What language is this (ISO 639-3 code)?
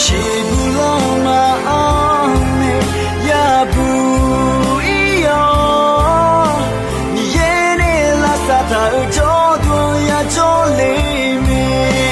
ahk